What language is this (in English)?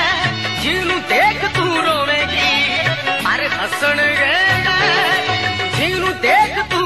Punjabi